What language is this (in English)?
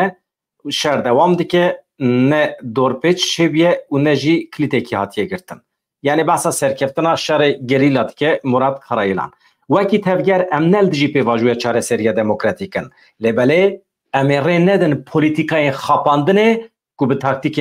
Kurdish